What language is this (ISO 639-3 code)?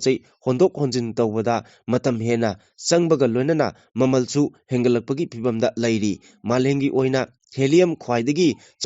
mni